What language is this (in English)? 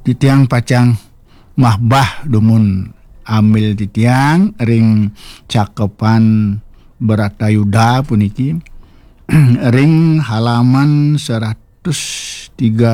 Balinese